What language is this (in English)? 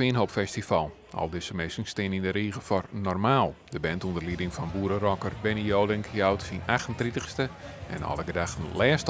Western Frisian